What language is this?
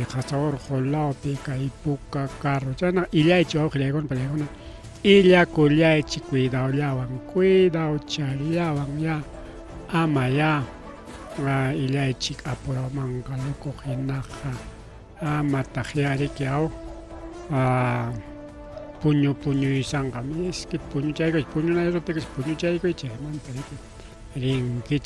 Ayacucho Quechua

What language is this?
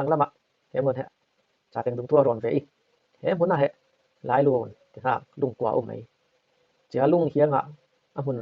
Falam Chin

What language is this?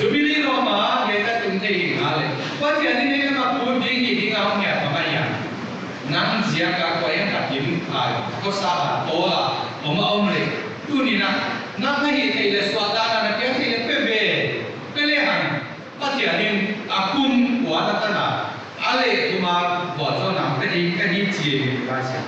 Paite Chin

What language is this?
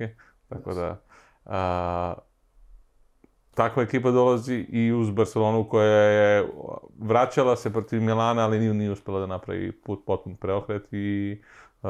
Serbian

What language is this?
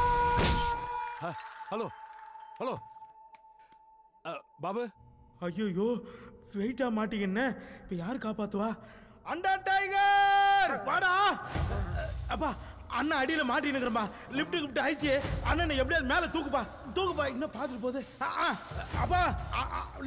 Tamil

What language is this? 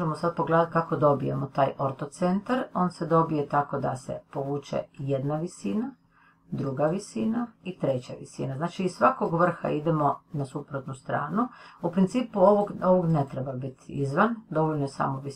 Croatian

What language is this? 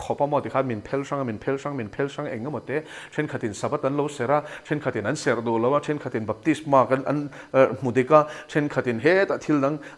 Mizo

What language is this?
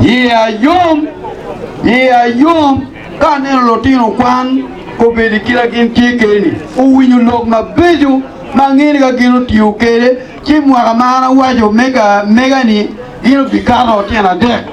Acoli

